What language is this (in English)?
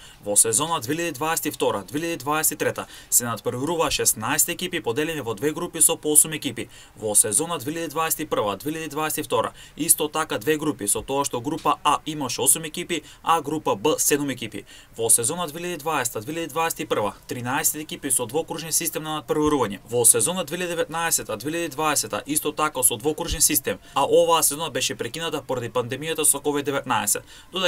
Macedonian